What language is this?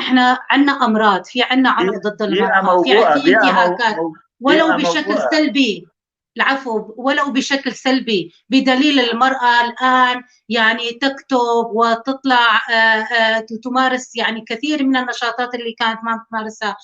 North Levantine Arabic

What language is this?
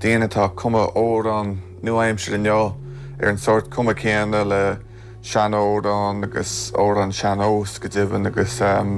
Irish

